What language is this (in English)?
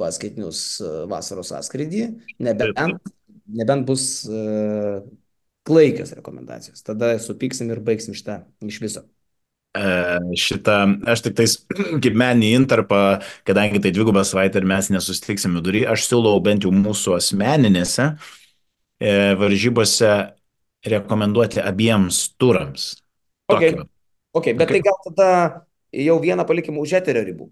Lithuanian